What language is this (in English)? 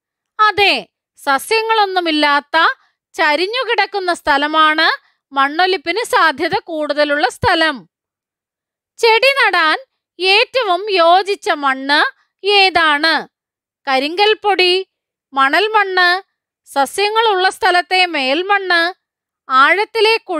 Malayalam